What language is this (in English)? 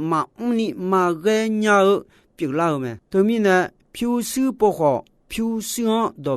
Akha